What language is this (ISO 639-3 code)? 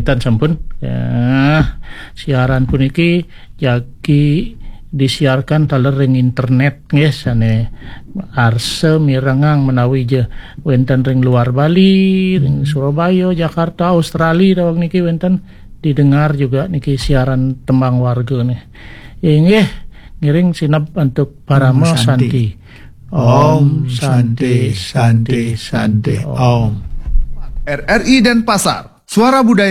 ban